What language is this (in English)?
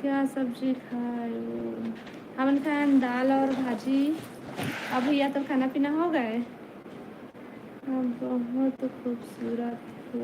Chhattisgarhi